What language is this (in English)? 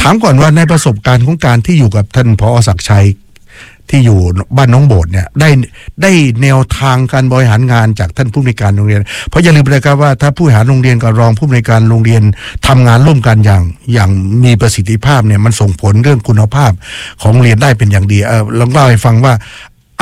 Thai